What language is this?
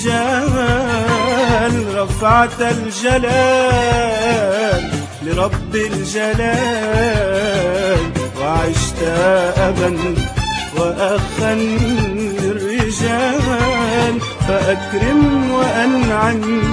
Arabic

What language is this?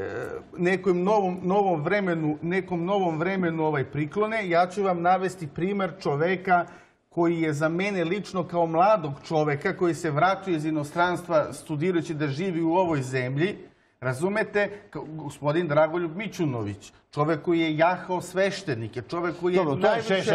Serbian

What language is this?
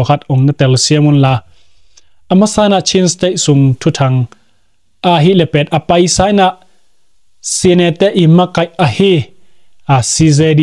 Tedim Chin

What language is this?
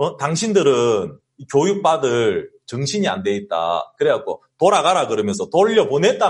Korean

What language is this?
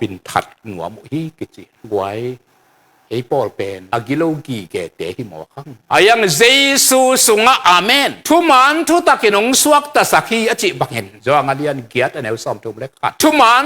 Tedim Chin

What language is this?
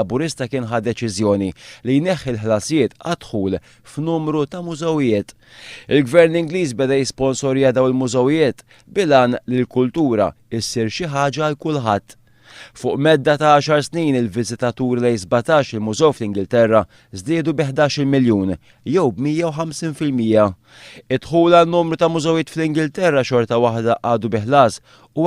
Maltese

